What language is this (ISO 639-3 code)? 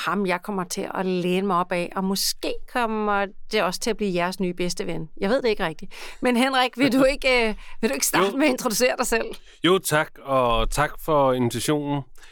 dan